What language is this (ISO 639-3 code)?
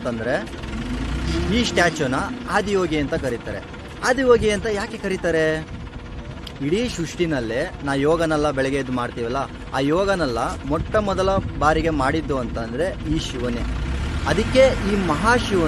kan